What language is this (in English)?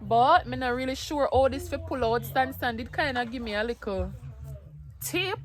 Jamaican Creole English